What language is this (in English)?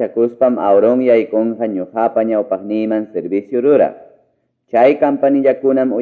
Ayacucho Quechua